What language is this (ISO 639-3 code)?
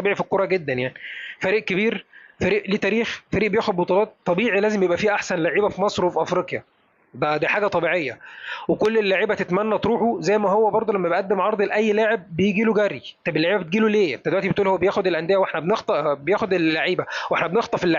arz